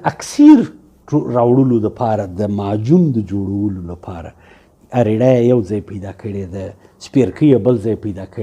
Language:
Pashto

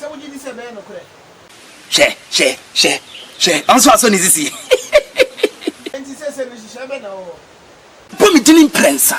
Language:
Akan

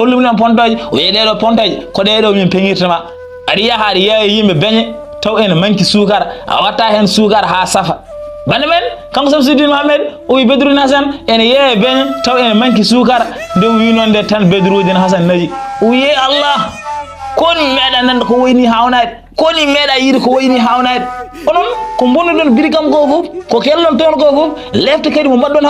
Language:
Fula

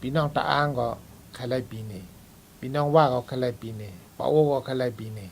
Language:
Shan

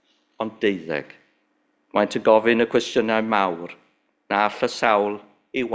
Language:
Welsh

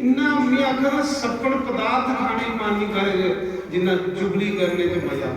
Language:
Dogri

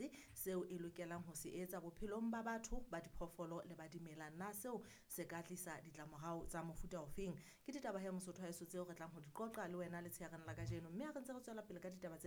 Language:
Southern Sotho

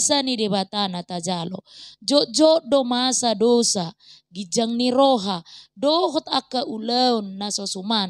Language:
Batak Toba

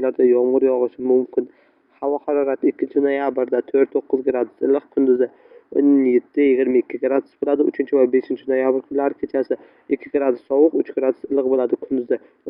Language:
Uzbek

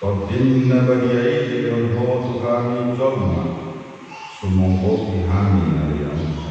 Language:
Batak Toba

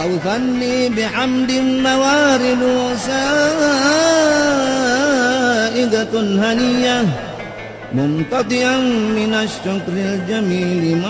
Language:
Buginese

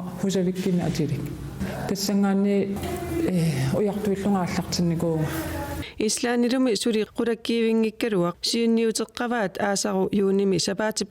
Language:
Kalaallisut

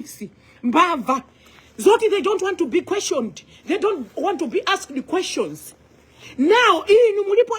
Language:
Nyanja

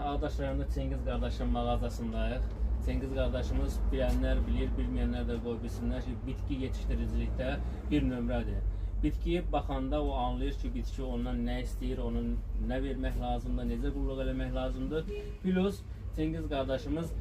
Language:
Azerbaijani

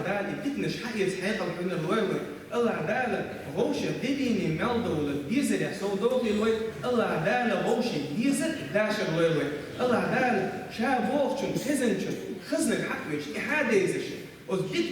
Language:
Chechen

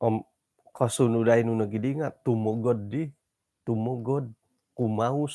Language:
Central Dusun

